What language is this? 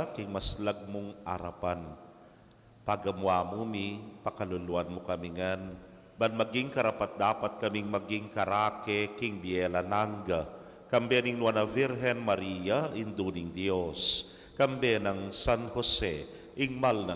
Pampanga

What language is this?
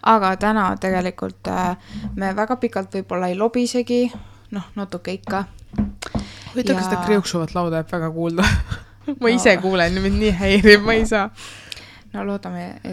Estonian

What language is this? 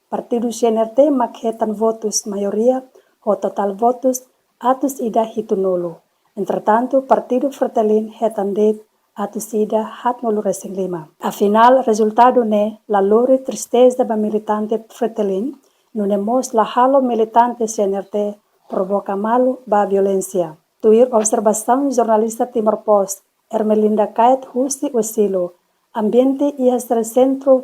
Tetum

